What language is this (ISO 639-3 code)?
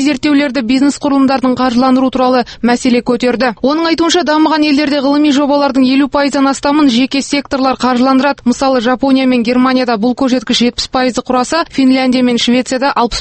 kaz